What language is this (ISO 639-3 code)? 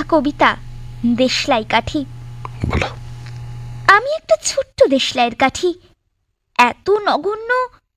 ben